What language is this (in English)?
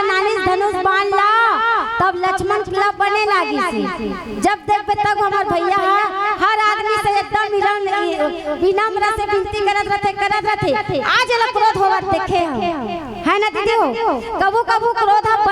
Chhattisgarhi